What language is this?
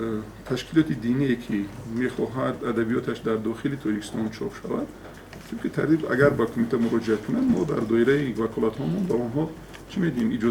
Tajik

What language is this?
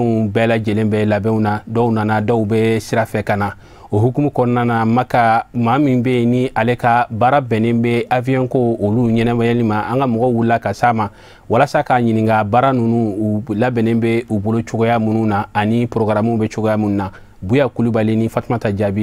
Bambara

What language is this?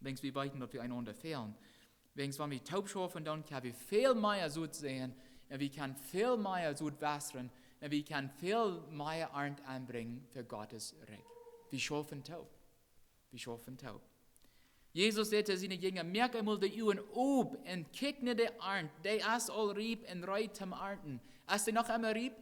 Plautdietsch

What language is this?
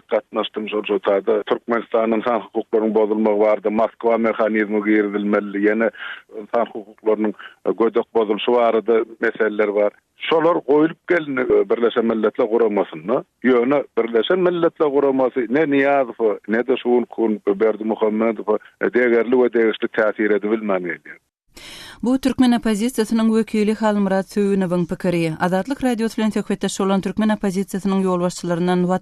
Turkmen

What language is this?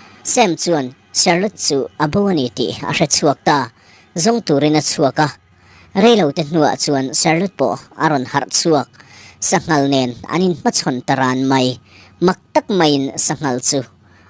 Mizo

